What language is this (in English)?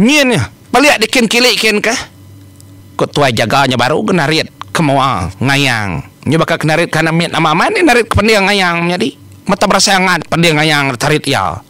Iban